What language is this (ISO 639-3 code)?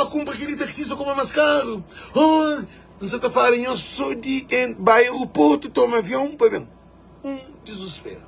kea